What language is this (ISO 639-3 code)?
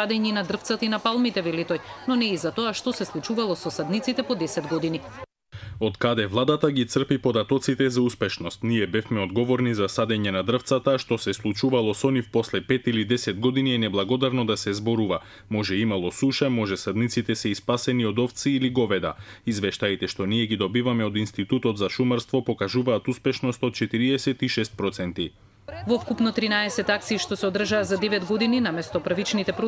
mkd